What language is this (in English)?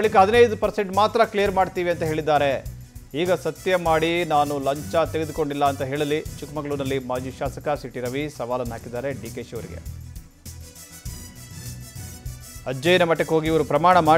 Kannada